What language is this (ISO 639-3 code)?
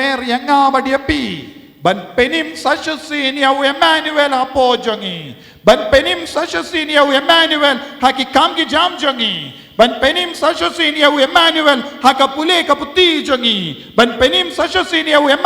kha